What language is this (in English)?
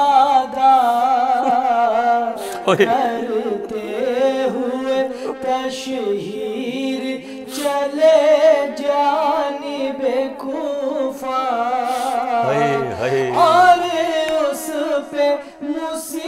Urdu